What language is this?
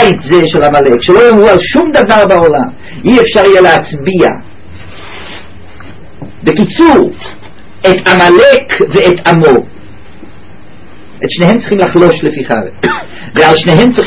Hebrew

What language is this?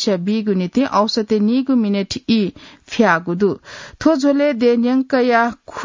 Newari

